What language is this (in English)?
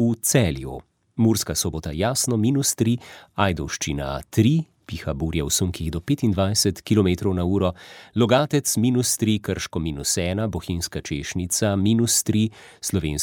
Slovenian